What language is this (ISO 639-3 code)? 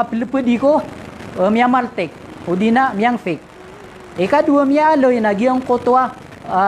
mrw